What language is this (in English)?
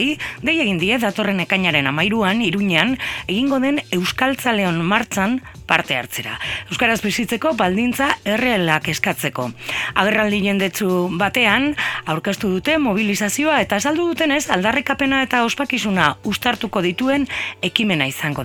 Basque